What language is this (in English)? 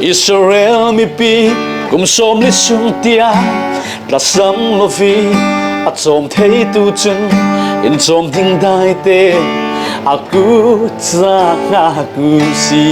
Falam Chin